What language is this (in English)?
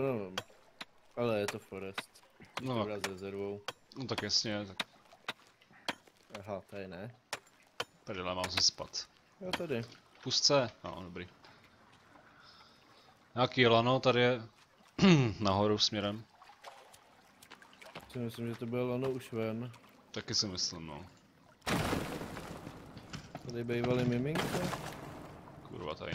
Czech